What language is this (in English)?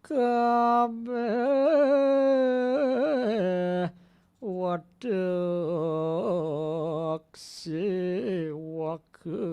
Balinese